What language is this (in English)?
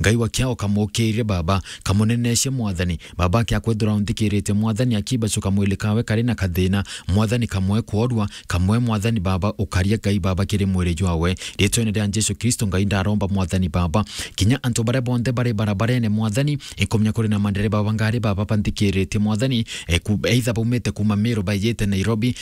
Meru